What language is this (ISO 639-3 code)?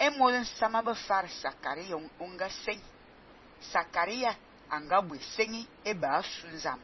fan